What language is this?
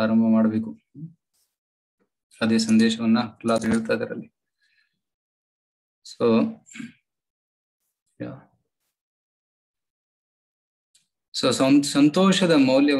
Kannada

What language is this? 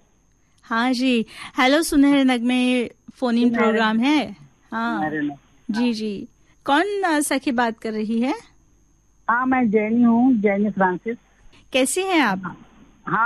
Hindi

